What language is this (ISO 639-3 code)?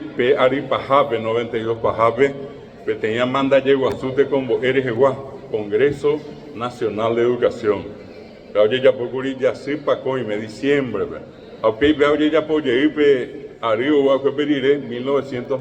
grn